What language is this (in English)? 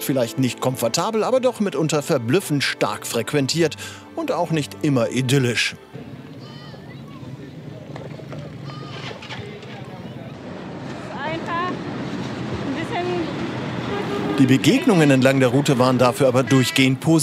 German